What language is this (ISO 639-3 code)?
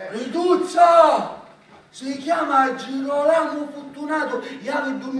scn